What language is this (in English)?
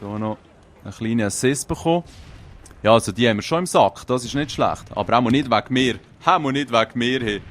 Swiss German